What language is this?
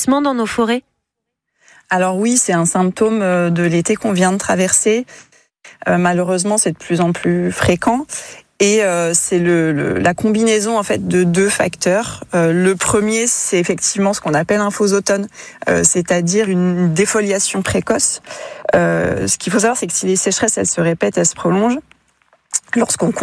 French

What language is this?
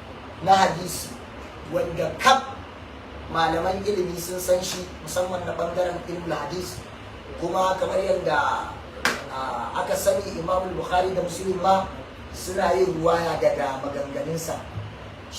Hausa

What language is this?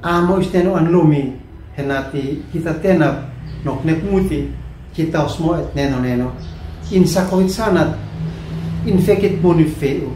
Uab Meto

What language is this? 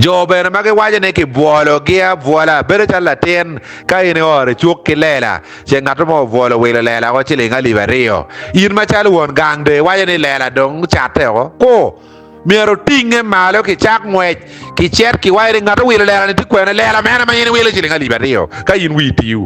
Acoli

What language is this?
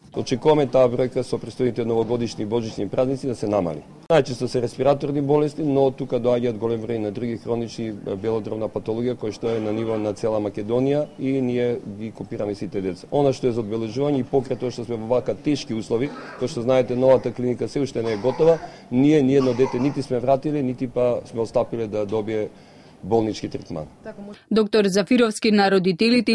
Macedonian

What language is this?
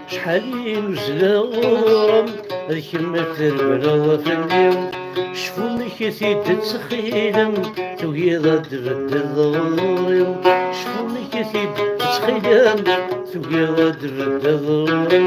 Kabyle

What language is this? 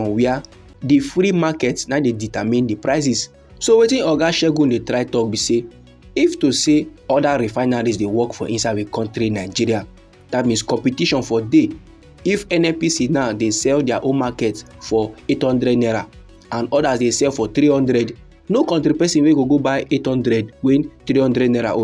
Nigerian Pidgin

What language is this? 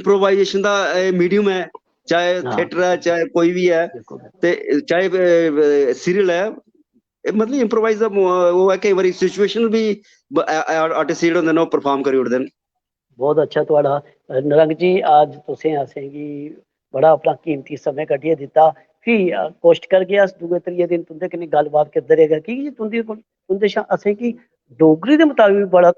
Dogri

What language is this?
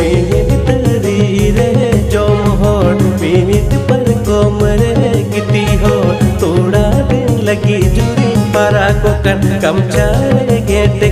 Santali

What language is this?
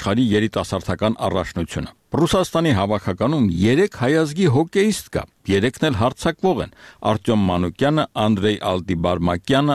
Armenian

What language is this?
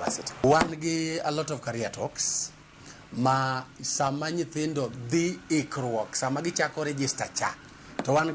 Luo (Kenya and Tanzania)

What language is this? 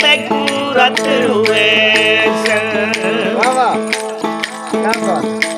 Saraiki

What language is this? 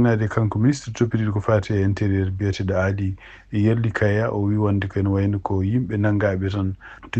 Fula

